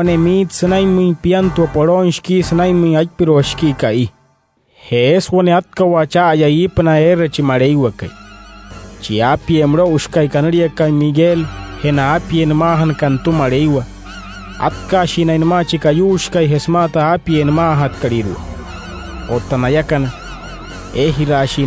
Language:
Wayuu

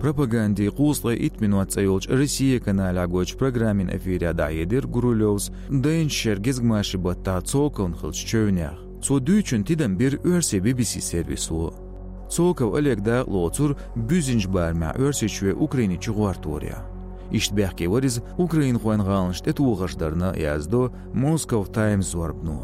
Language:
Chechen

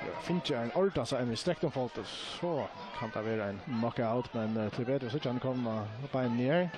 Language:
Faroese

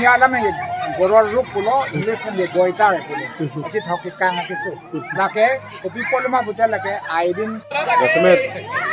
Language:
Karbi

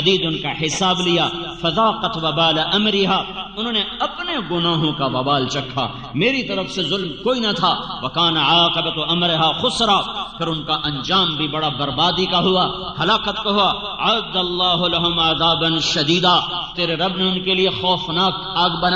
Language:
Urdu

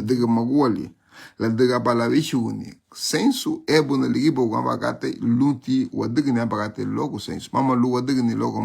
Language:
Garifuna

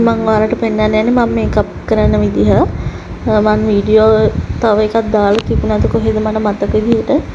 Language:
Sinhala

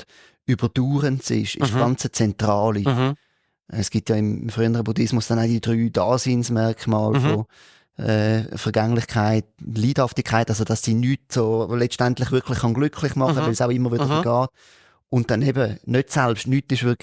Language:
Swiss German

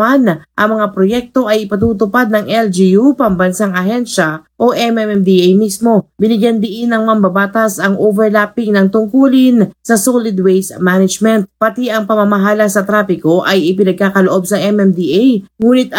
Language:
Filipino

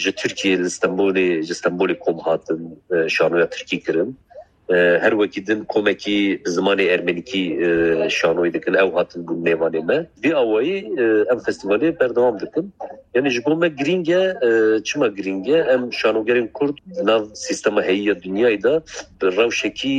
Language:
Kurdish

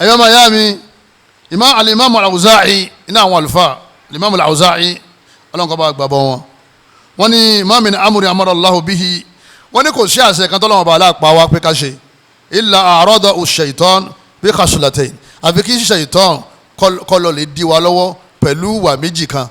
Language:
Yoruba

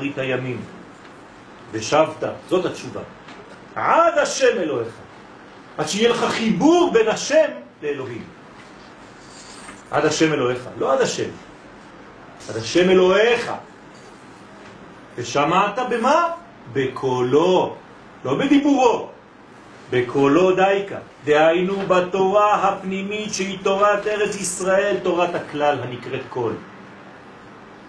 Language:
Hebrew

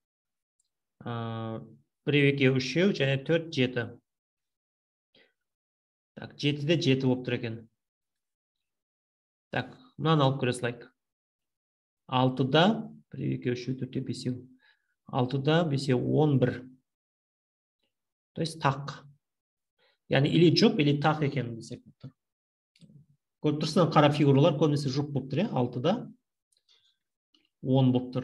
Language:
Kazakh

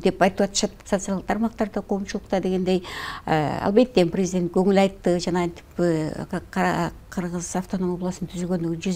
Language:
Kyrgyz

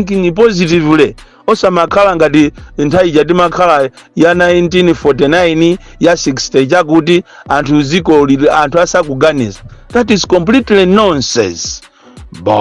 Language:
Nyanja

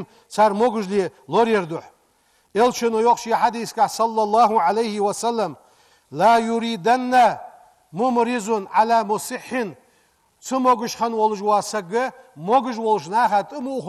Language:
Ingush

